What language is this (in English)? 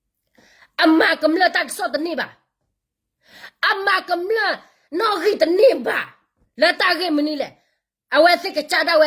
S'gaw Karen